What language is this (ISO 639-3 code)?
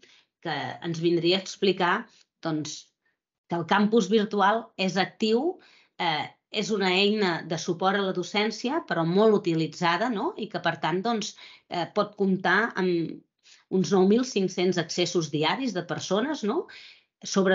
cat